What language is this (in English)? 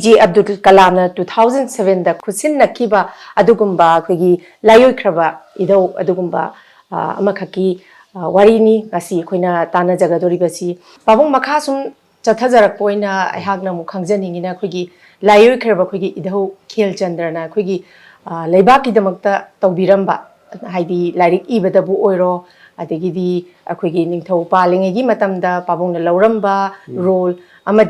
Manipuri